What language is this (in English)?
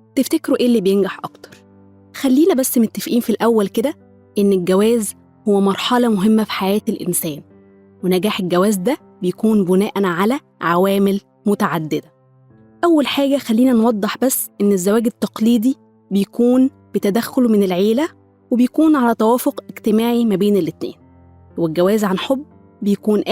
Egyptian Arabic